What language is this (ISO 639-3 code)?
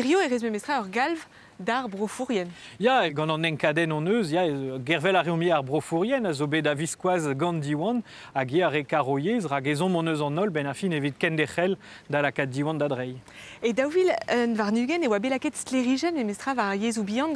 bre